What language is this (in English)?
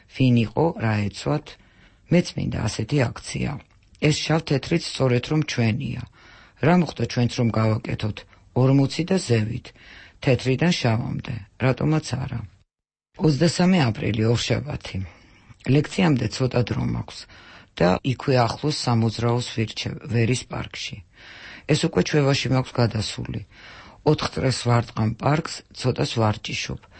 Georgian